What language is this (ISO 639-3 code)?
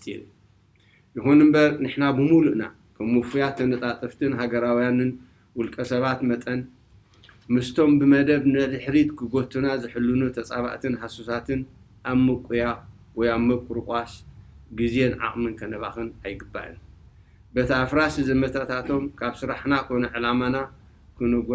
tir